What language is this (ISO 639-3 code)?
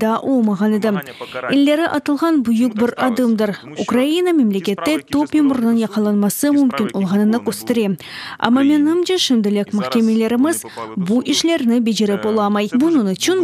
crh